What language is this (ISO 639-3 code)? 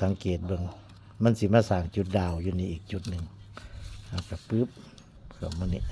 tts